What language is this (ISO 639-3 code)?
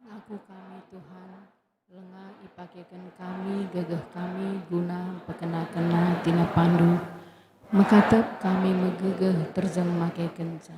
btx